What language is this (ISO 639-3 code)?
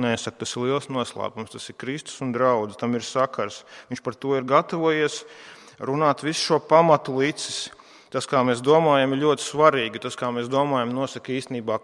lav